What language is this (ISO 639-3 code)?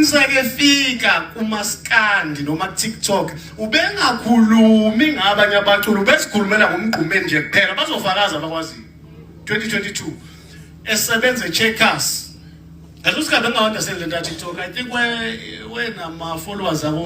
zul